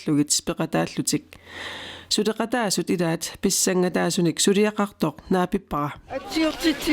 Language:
Kalaallisut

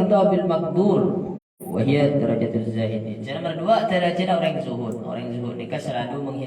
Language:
Madurese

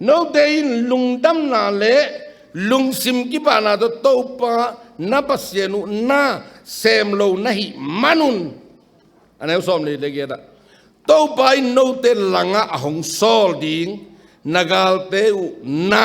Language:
Tedim Chin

